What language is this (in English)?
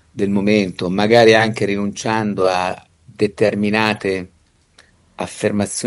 Italian